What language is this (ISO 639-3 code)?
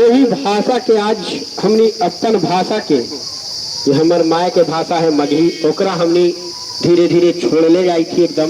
mag